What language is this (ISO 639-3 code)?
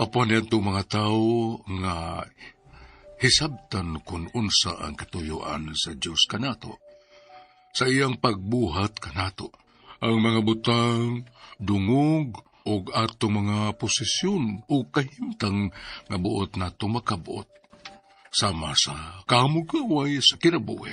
ceb